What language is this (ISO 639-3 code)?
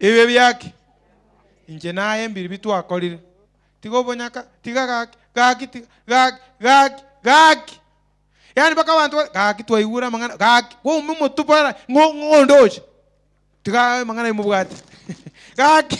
guz